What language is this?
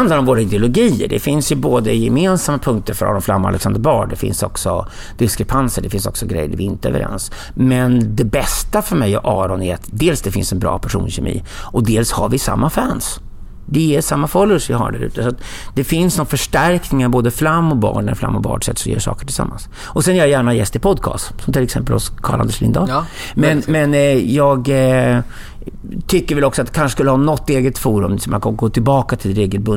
Swedish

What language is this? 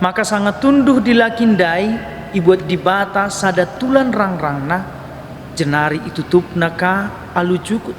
Batak Karo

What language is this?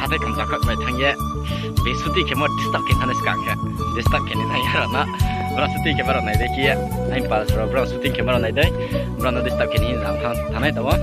Riang (India)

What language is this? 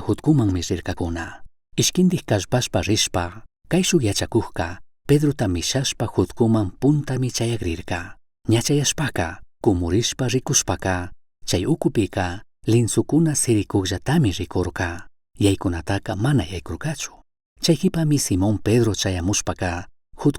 Chimborazo Highland Quichua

